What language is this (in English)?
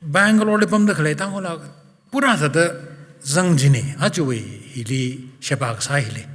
Tangkhul Naga (India)